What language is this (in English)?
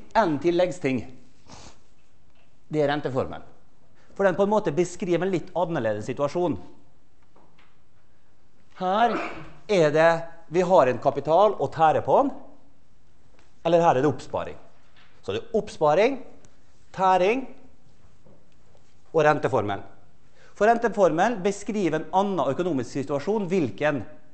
Norwegian